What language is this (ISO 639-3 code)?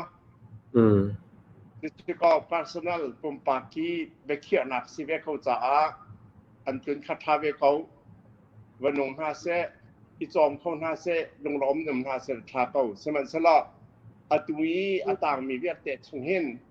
cnh